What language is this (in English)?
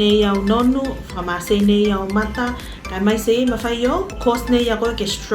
Tuvalu